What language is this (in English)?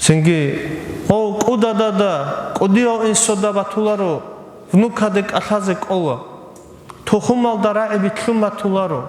Avaric